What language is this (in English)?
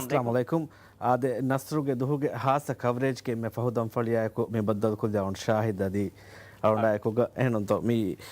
Divehi